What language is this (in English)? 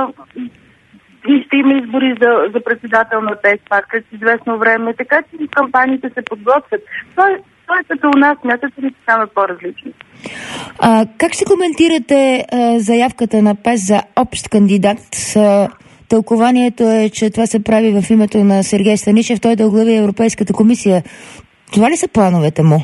Bulgarian